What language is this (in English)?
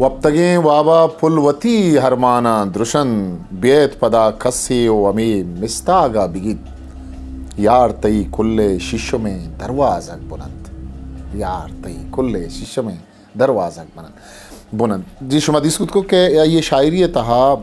Eastern Balochi